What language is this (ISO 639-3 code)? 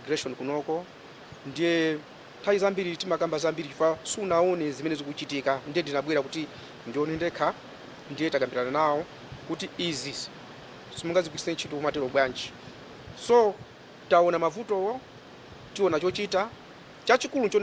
nya